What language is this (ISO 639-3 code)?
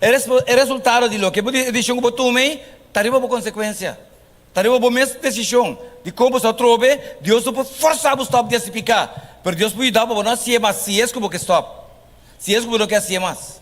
pap